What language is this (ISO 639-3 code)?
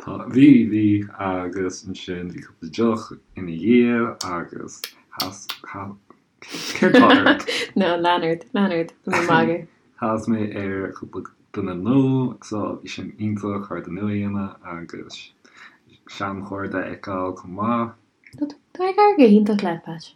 gle